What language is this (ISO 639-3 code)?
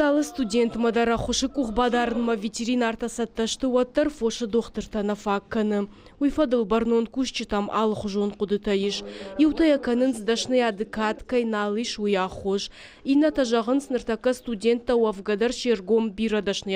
oss